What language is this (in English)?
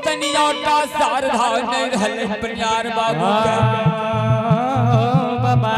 Angika